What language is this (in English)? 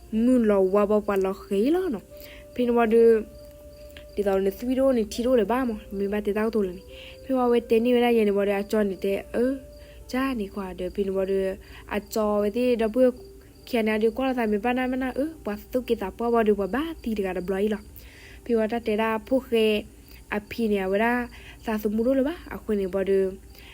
S'gaw Karen